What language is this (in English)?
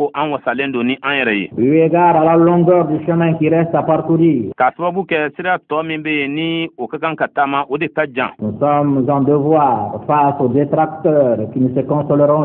Bambara